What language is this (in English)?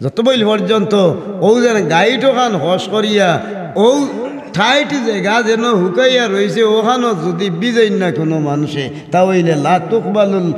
Sylheti